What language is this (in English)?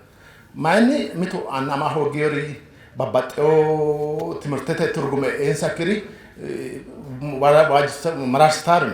Sidamo